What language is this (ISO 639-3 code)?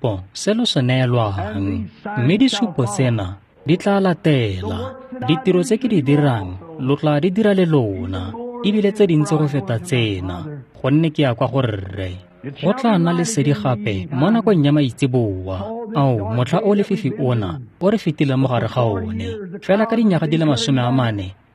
tsn